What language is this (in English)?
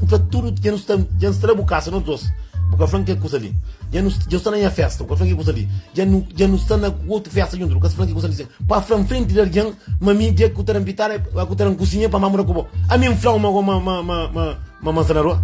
Kabuverdianu